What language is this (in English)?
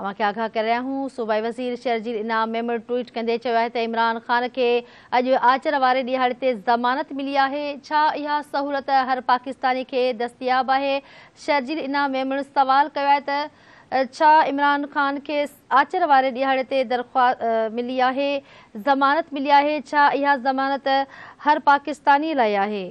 Sindhi